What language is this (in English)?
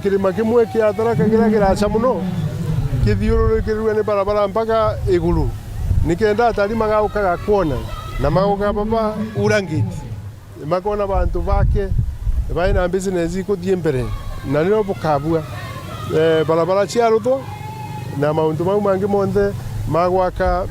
Meru